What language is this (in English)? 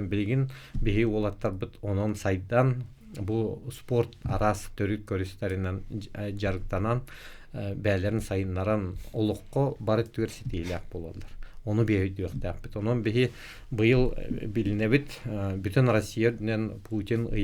Yakut